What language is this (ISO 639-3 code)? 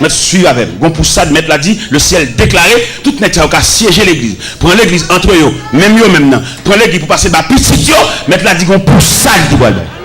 hat